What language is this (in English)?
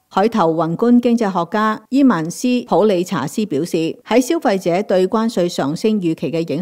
Cantonese